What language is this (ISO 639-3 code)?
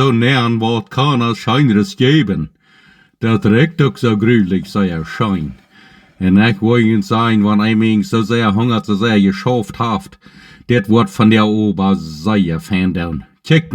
pdt